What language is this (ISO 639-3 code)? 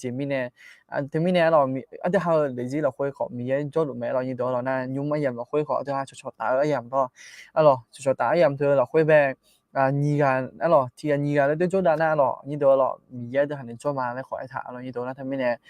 ahk